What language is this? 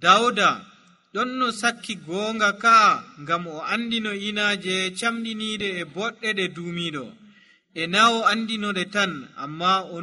Nigerian Fulfulde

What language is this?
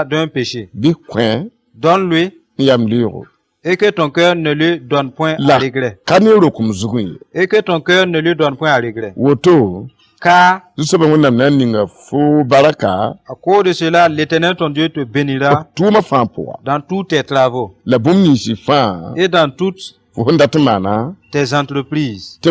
Mossi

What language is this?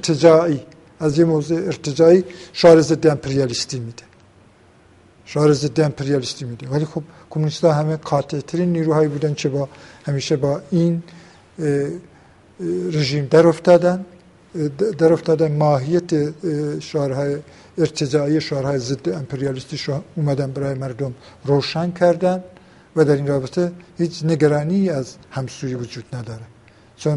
Persian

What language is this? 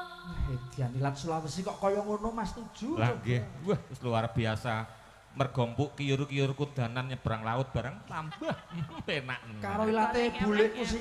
Javanese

